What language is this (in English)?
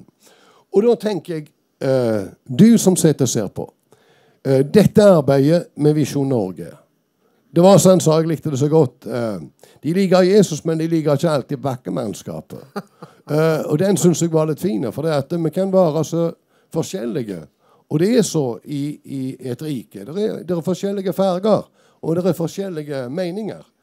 Norwegian